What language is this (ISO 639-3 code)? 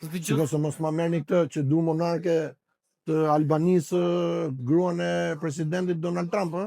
sqi